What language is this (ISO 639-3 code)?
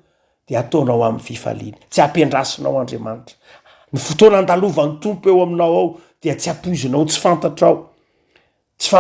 mlg